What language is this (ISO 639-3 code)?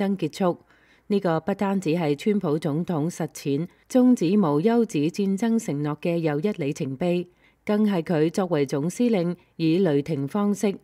yue